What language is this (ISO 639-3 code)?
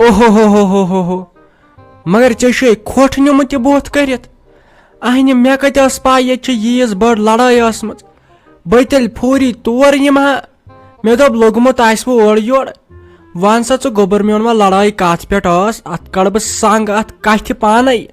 kas